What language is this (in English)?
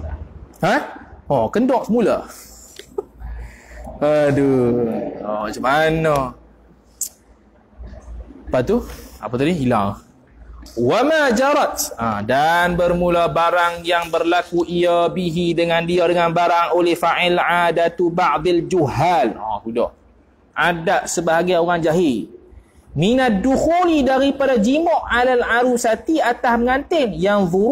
Malay